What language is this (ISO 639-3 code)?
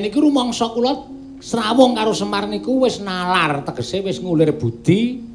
jav